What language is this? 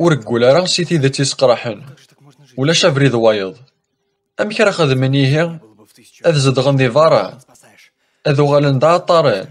Kabyle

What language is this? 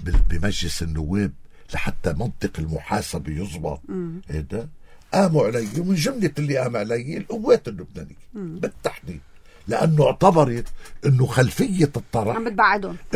North Levantine Arabic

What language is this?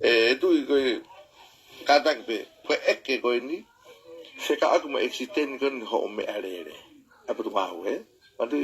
Tongan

